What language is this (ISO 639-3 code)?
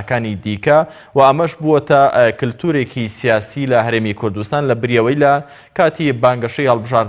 ckb